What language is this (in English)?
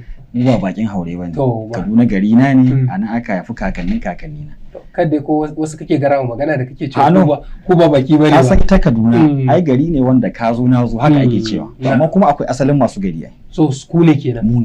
Hausa